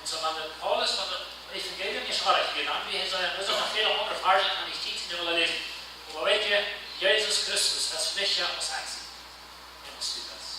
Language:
Plautdietsch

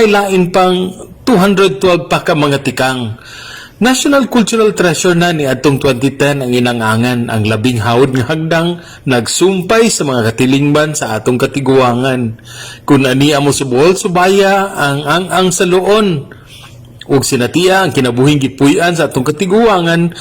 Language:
Cebuano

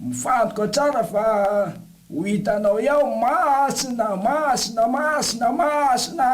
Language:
Malagasy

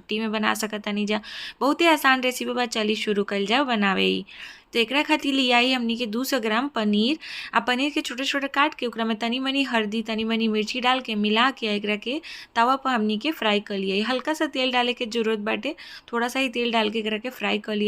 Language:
Bhojpuri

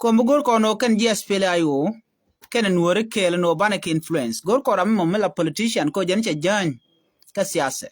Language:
Nuer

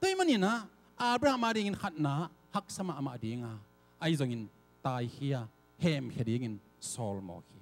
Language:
Tedim Chin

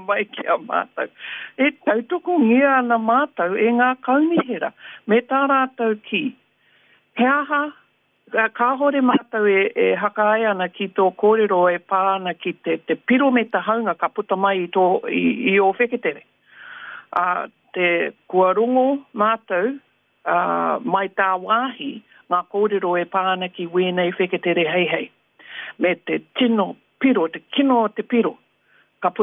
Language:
Māori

